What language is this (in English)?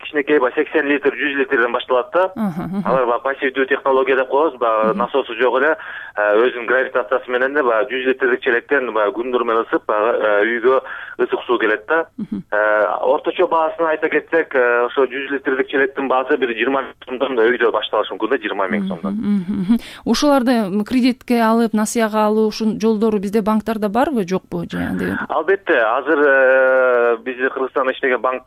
Kyrgyz